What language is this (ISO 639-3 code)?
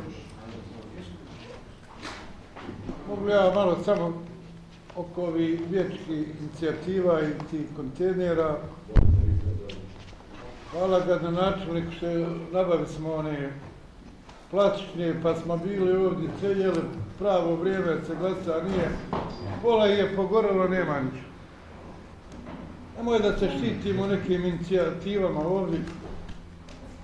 bos